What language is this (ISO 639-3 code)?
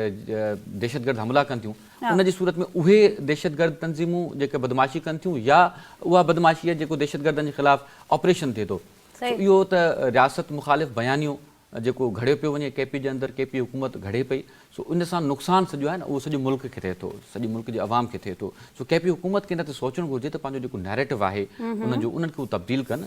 snd